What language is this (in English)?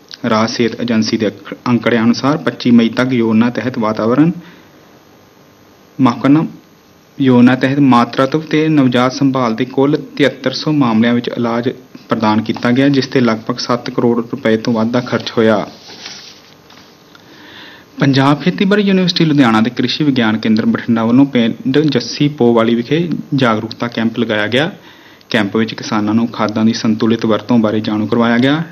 Punjabi